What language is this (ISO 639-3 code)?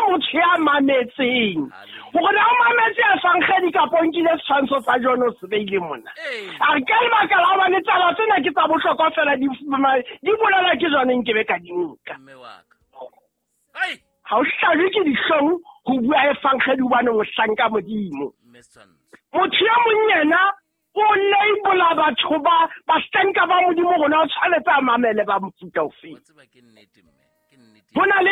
sot